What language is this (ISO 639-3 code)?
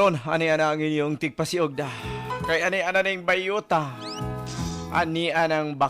ceb